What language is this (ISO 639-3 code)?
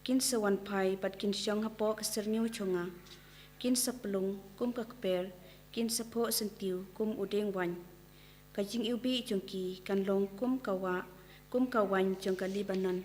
kha